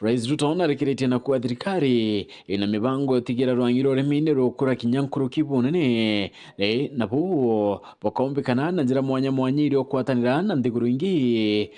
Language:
Meru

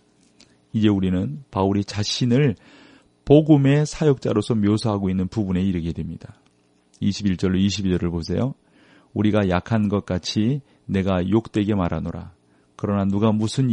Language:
Korean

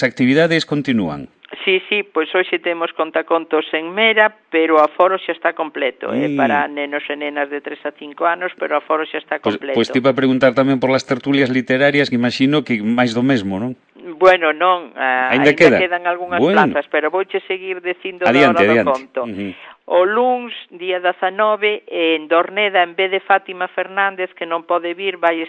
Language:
Galician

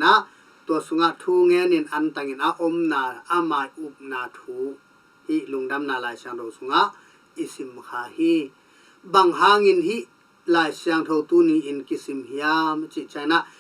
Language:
Tedim Chin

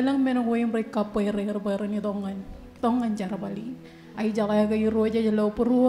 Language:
Marshallese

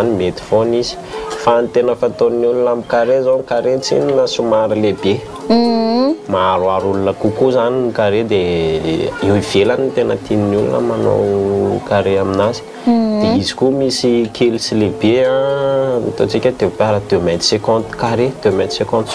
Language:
Malagasy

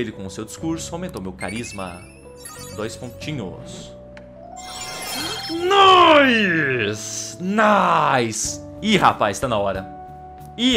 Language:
Portuguese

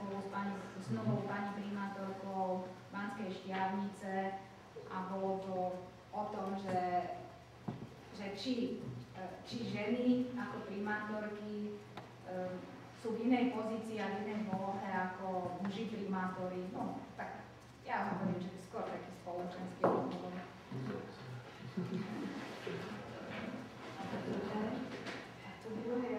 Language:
Slovak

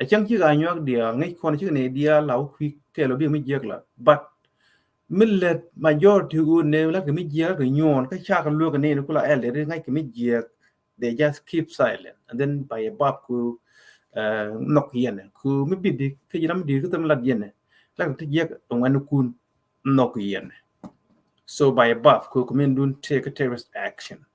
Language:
Nuer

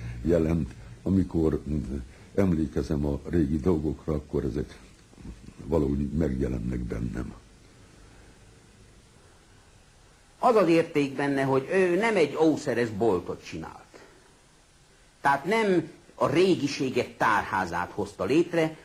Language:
Hungarian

